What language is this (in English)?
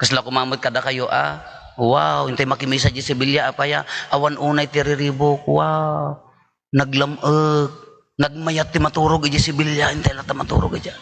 Iloko